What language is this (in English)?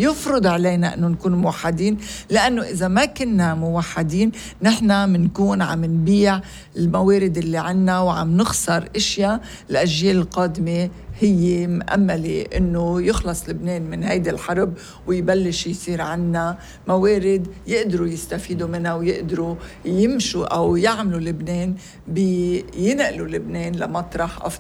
North Levantine Arabic